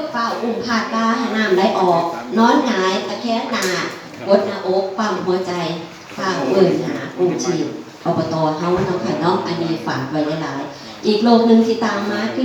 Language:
Northeastern Thai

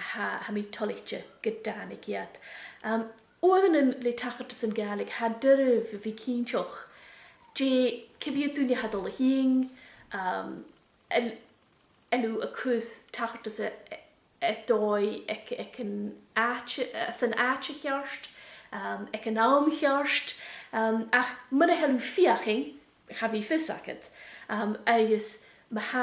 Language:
Scottish Gaelic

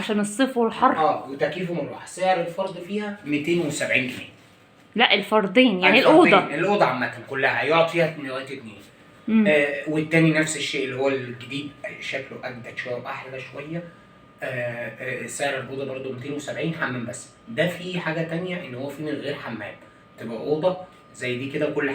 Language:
Egyptian Arabic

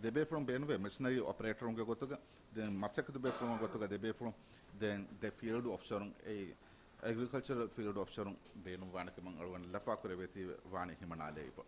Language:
Divehi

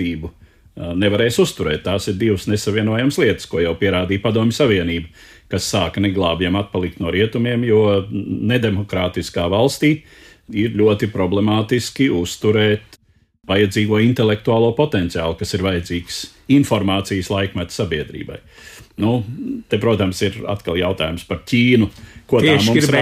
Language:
Latvian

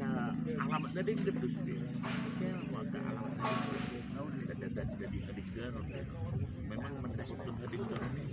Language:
Batak Toba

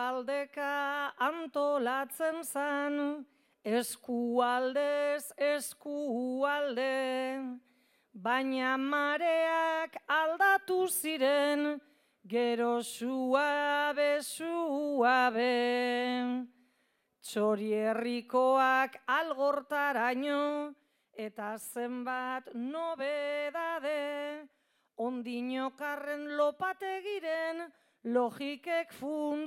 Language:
Basque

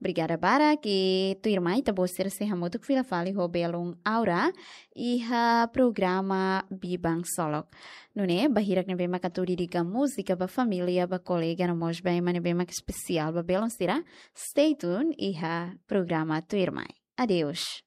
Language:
Tetum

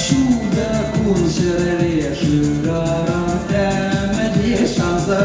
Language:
Chuvash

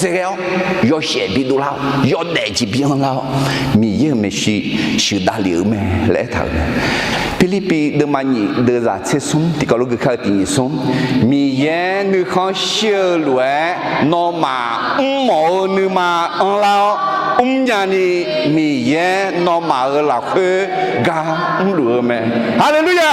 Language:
Akha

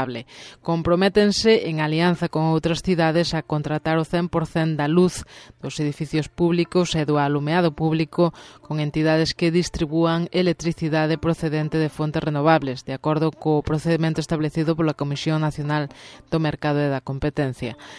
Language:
Galician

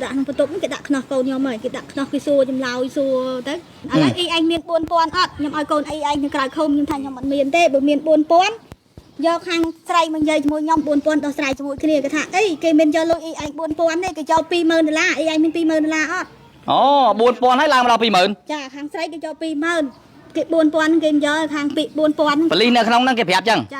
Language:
Khmer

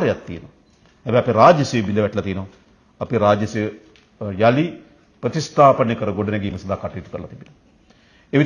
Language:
Sinhala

